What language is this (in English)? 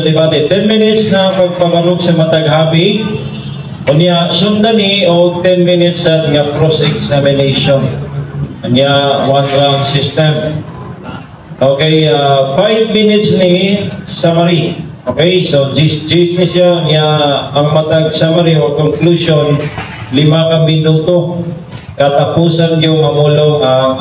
Cebuano